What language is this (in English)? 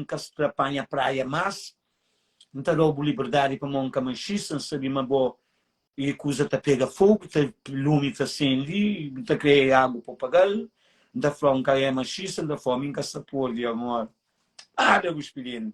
Kabuverdianu